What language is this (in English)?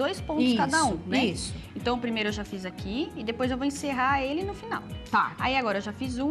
Portuguese